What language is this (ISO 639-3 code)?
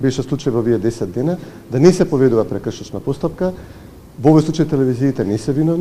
mkd